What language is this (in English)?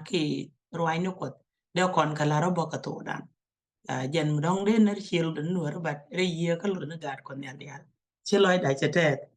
Nuer